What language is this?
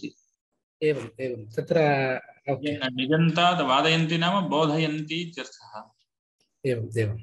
Sanskrit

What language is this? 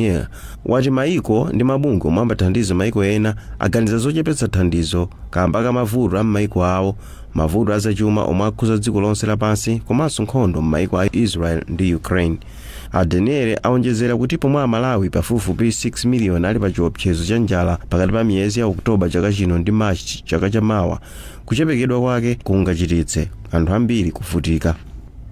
Nyanja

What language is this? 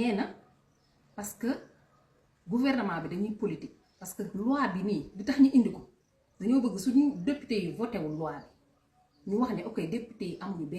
Wolof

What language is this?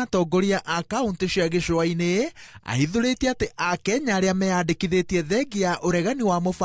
Kikuyu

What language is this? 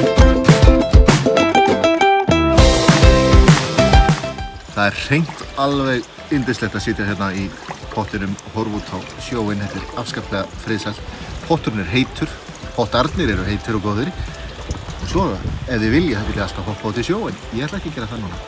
Icelandic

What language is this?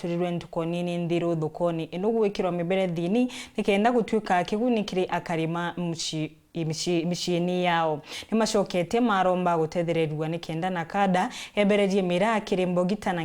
Meru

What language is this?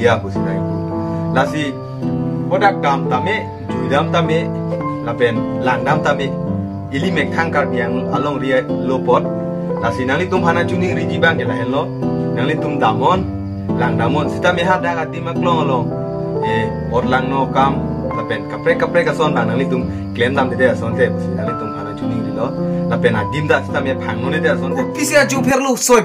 Karbi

